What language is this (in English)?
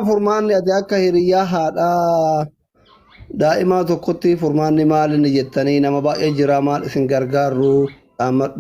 Oromo